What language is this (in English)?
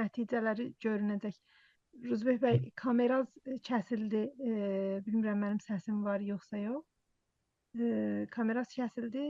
South Azerbaijani